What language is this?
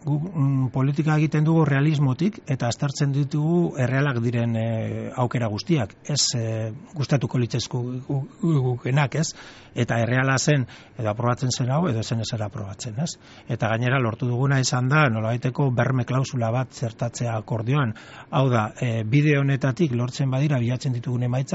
Basque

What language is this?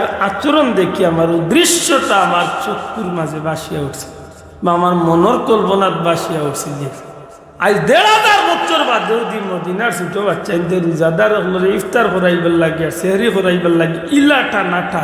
Sylheti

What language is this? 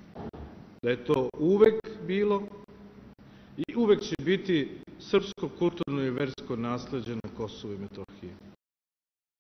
Serbian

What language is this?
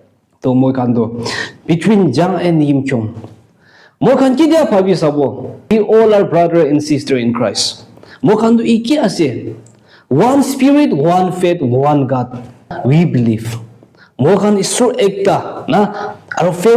Naga Pidgin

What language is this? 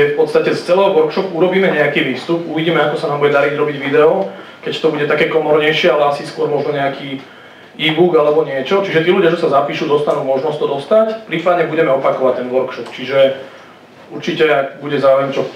Slovak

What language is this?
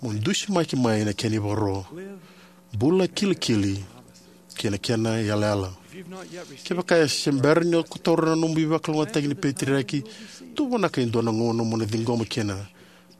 Fijian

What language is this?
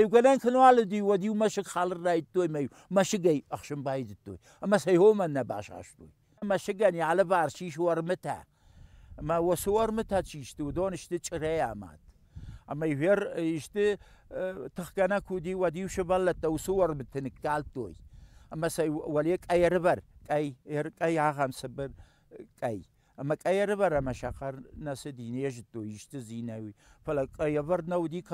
Ossetic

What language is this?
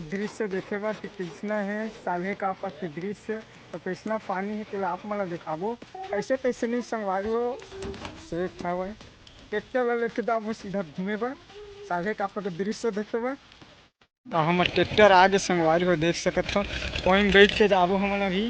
Chhattisgarhi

